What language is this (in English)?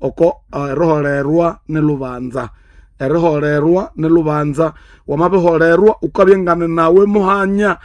Nande